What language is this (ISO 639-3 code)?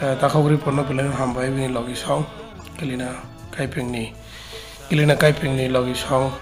trp